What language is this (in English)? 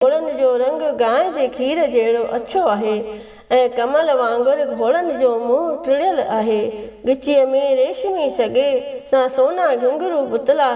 Sindhi